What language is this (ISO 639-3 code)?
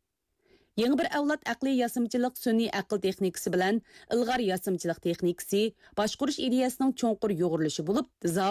uig